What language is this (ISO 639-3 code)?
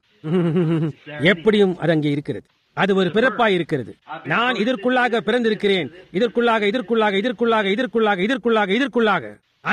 tam